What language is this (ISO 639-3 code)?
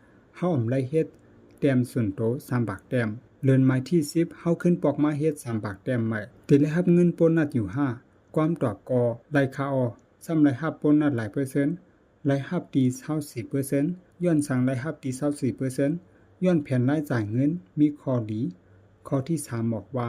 shn